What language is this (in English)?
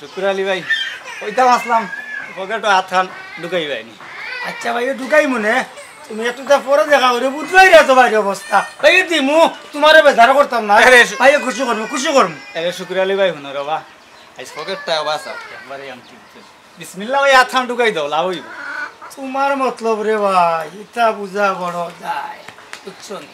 Sylheti